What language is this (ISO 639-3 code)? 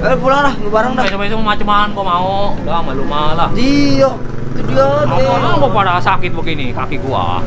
bew